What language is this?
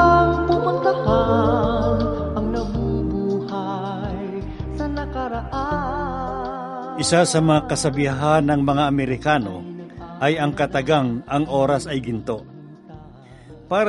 Filipino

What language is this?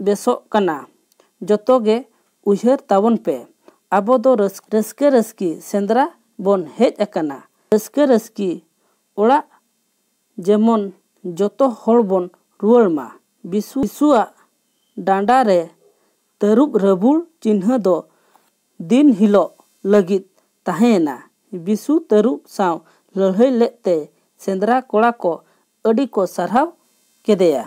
Santali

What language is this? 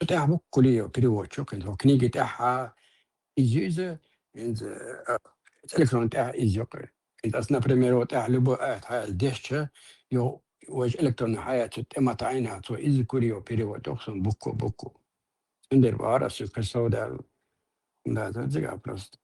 Chechen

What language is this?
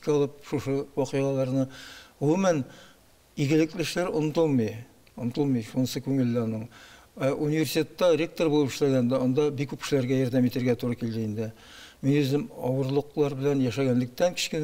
Tatar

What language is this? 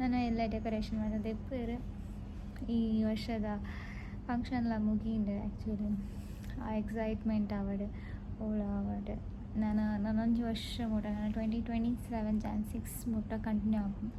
Tulu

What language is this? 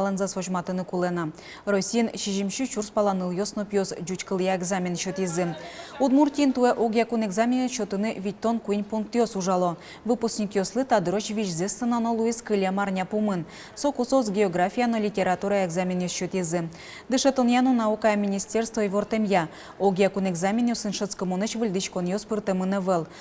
Udmurt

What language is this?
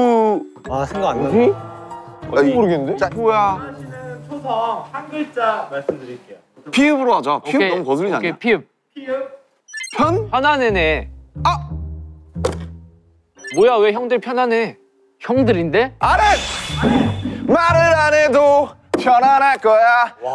Korean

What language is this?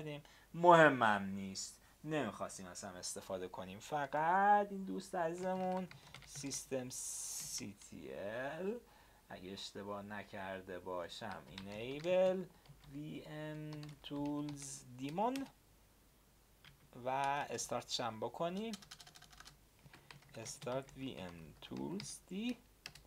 Persian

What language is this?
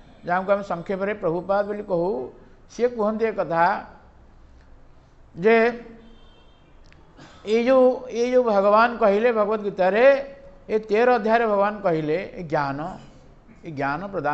Odia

